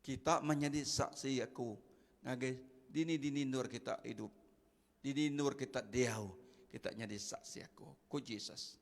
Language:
Iban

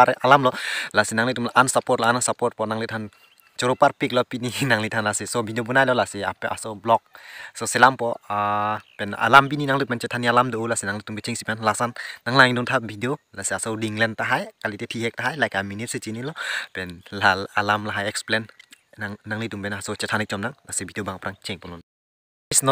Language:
Karbi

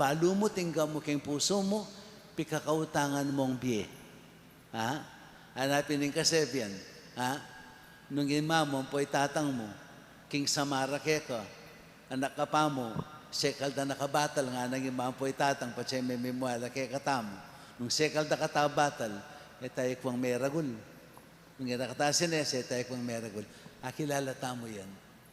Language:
Pampanga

